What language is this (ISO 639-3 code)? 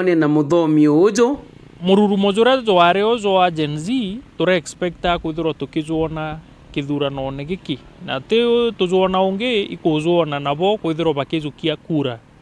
mer